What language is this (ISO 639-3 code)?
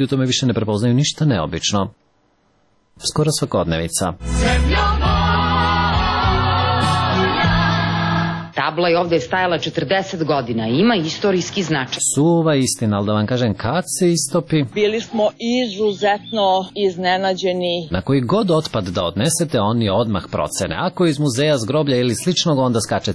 srp